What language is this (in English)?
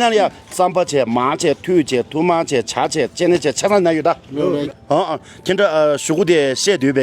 Tibetan